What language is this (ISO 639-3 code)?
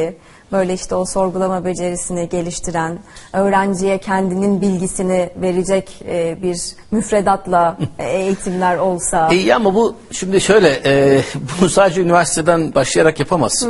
tur